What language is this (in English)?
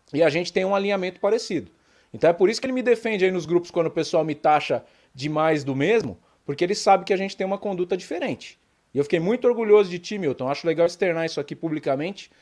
Portuguese